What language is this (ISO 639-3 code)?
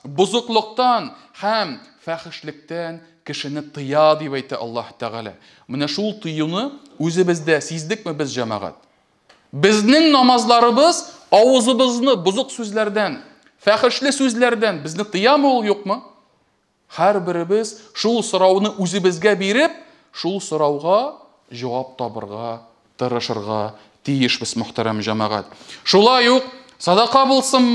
tat